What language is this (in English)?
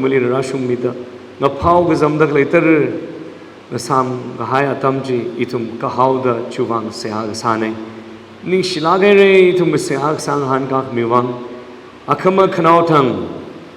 Tangkhul Naga (India)